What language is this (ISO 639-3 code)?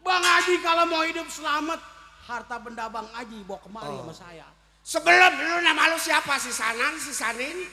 bew